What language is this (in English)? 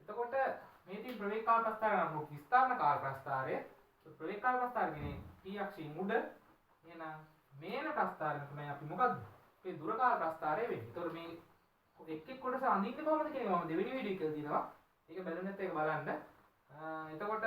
Sinhala